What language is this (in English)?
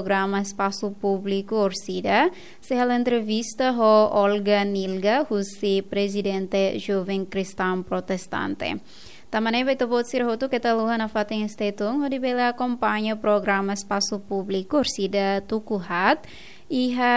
Tetum